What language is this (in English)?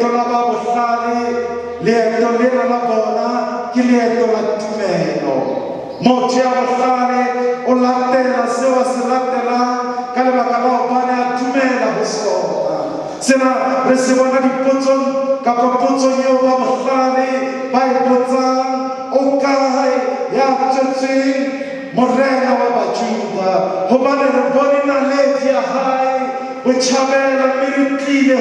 Southern Sotho